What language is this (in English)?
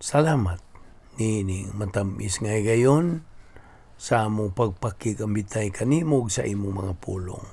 Cebuano